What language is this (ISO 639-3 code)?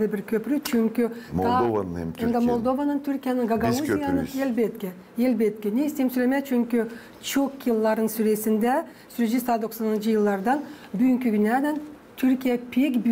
gag